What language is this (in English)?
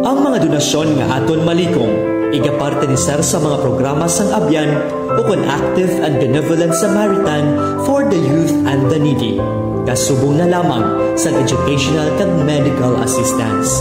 Hiligaynon